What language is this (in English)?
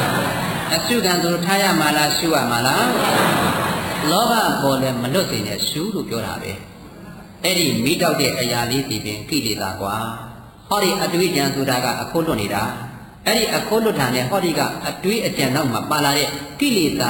Burmese